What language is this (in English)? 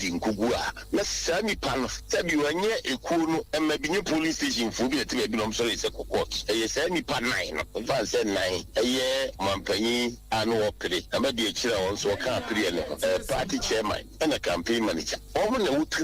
Akan